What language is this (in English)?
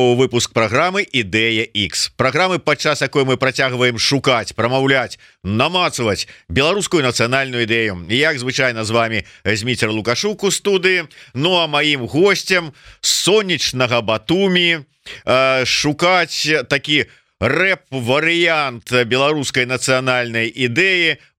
Belarusian